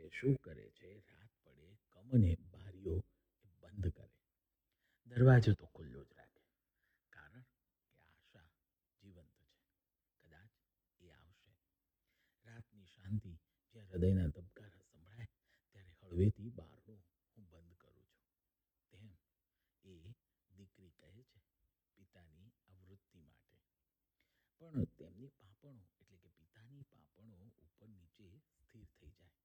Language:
Gujarati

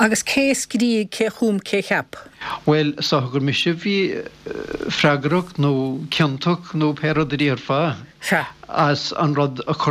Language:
Irish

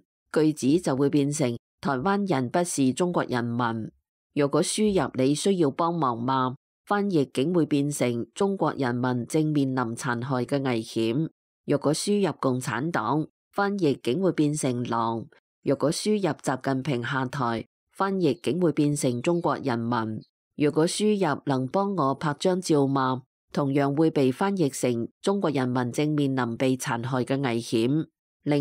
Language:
Cantonese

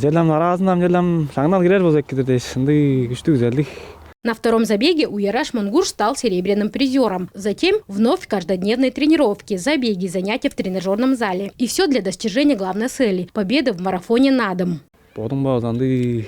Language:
Tuvinian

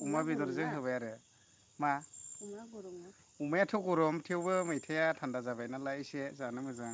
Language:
Bodo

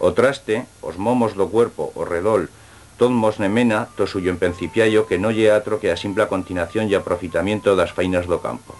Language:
Aragonese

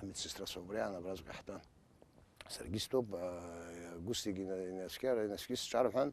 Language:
Abkhazian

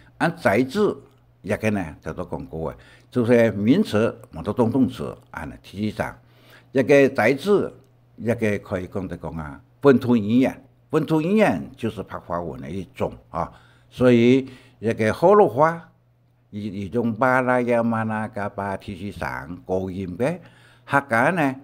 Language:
Hakka Chinese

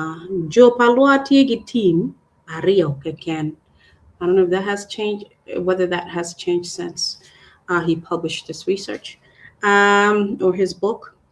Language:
Acoli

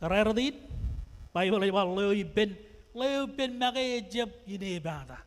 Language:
Marshallese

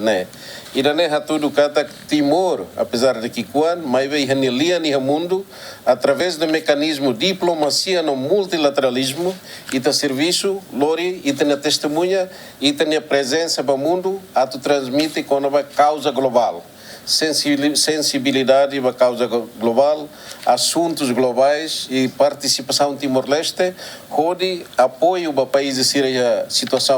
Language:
Tetum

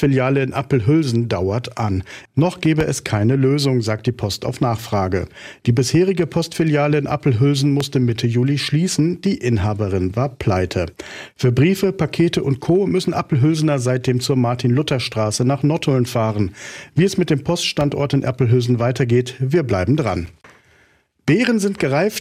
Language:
German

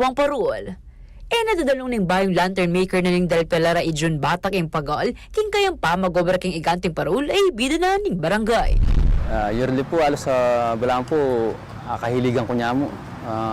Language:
Pampanga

